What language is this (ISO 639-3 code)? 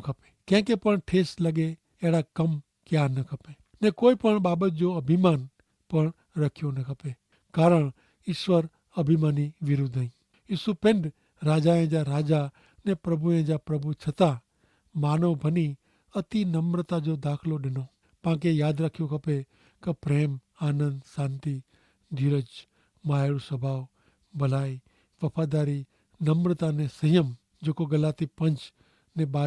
kfr